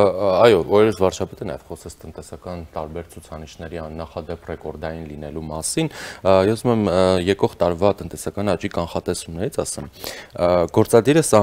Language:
Armenian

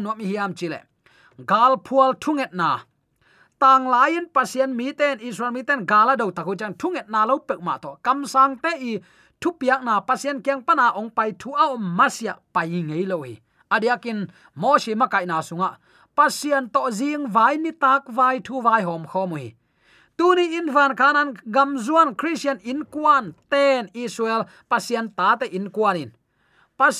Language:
Tedim Chin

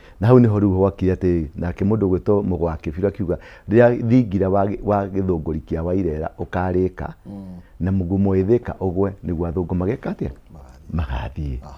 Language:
Kikuyu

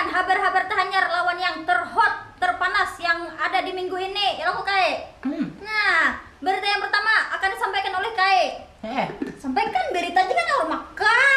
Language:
Banjar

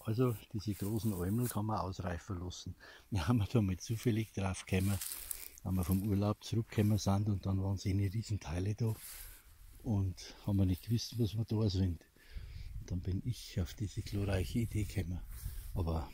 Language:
Bavarian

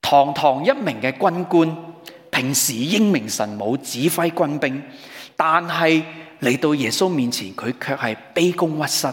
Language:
Cantonese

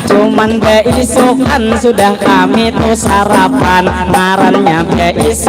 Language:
Banjar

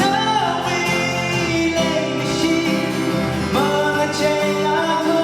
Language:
Tangkhul Naga (India)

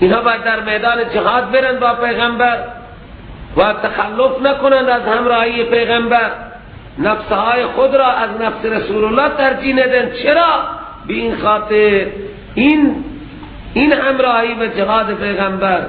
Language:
Persian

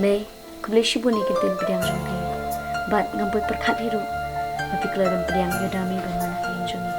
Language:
Khasi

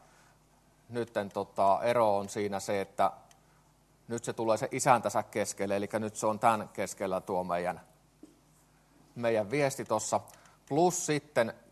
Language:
Finnish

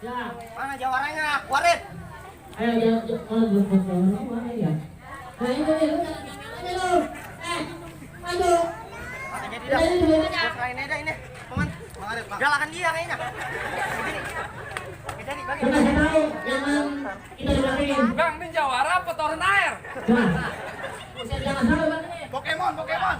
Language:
Betawi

